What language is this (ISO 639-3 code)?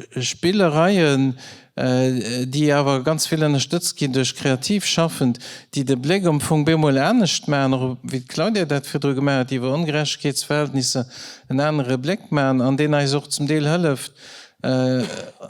ltz